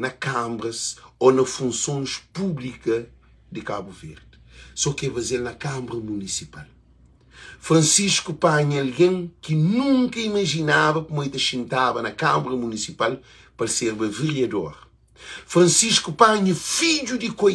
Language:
Kabuverdianu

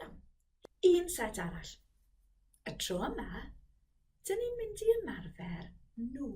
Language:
Welsh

